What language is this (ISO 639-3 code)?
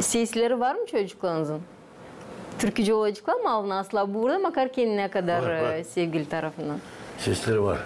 gag